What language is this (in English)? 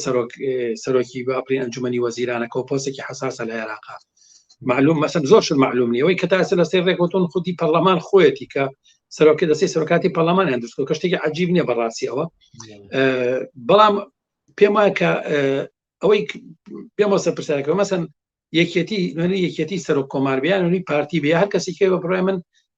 Central Kurdish